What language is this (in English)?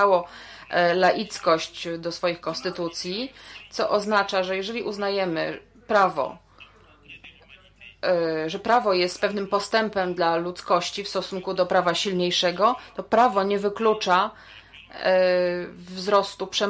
Polish